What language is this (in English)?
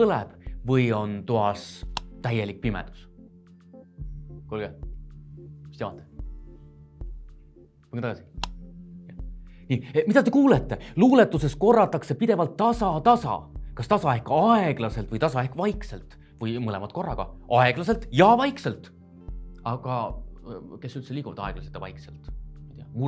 Estonian